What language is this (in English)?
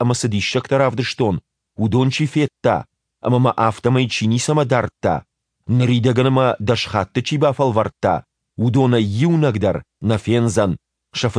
Ossetic